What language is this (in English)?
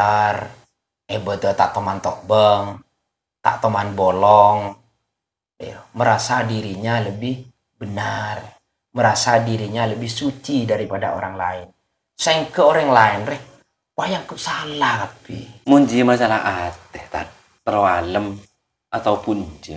Madurese